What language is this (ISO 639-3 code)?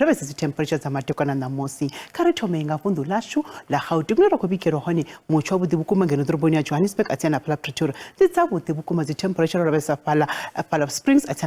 ven